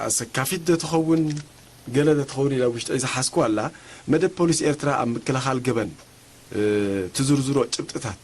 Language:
Tigrinya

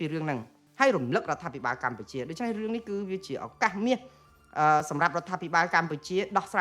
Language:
Khmer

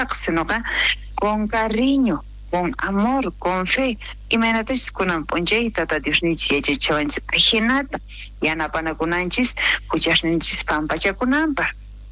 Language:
South Bolivian Quechua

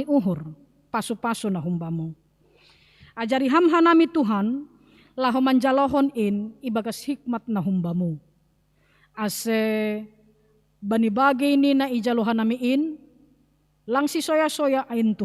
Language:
Batak Simalungun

